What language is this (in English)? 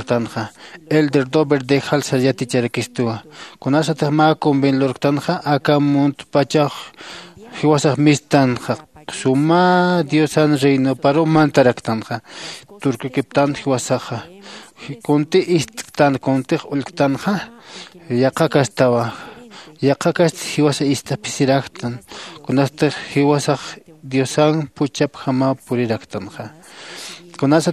Aymara